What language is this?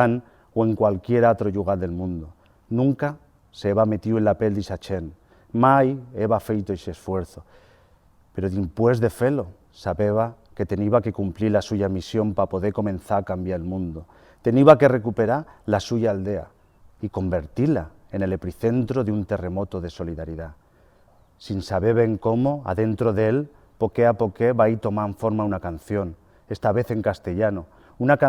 Aragonese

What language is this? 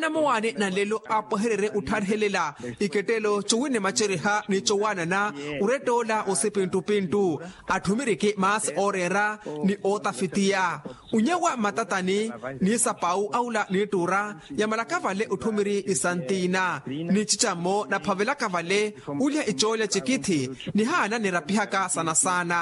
Makhuwa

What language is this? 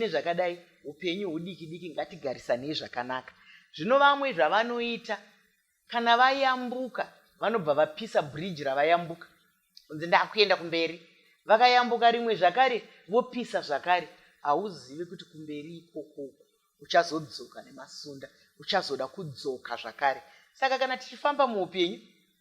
Shona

